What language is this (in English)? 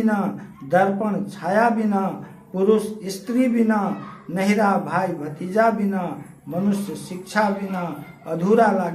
Maithili